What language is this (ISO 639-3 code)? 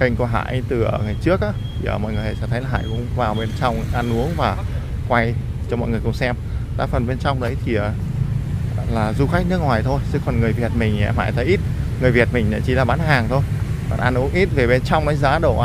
vie